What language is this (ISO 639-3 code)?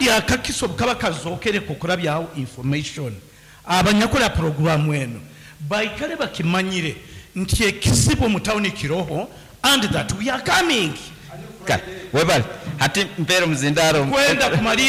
nyn